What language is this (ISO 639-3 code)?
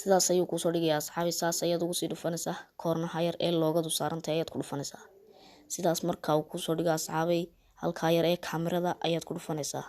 som